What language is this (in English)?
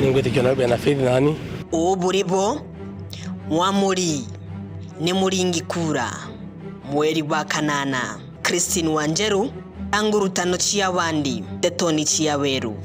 Meru